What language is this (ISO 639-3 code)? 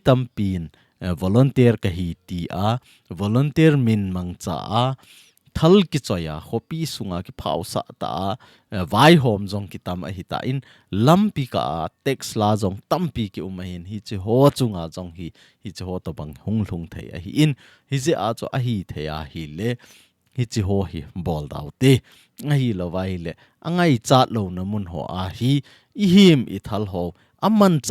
tcz